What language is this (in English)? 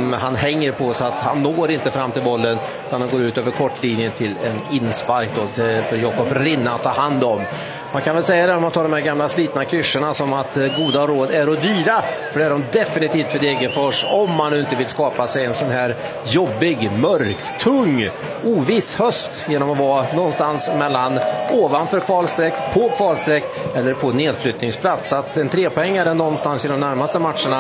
Swedish